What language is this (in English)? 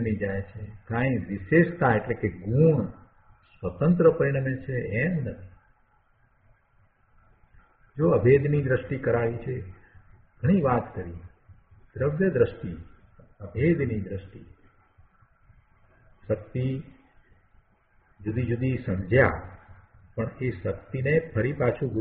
Gujarati